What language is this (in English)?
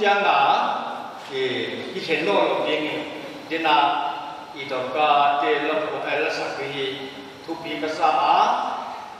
Paite Chin